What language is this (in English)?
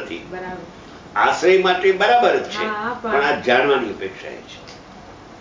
Gujarati